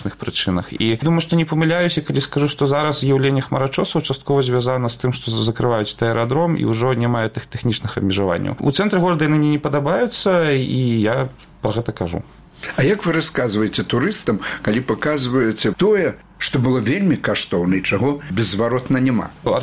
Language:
Belarusian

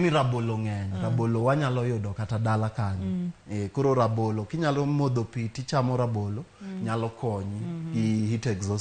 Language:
Luo (Kenya and Tanzania)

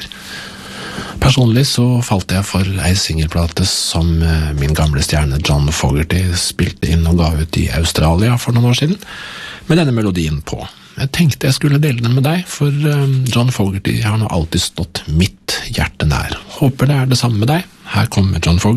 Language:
Norwegian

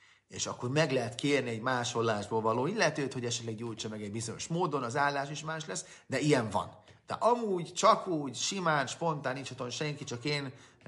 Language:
Hungarian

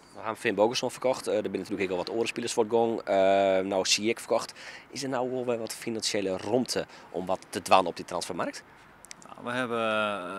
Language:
Western Frisian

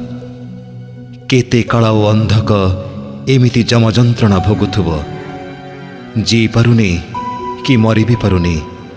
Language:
Odia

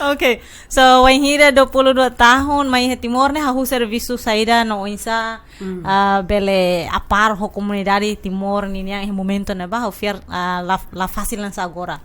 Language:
Tetum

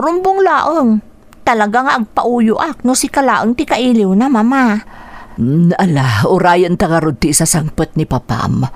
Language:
Iloko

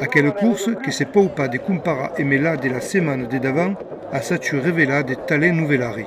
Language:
Occitan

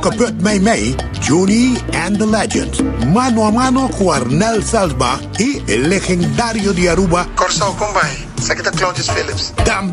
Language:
Papiamento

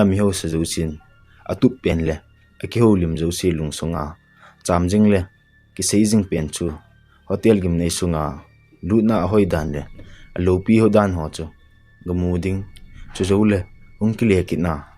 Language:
Thado Chin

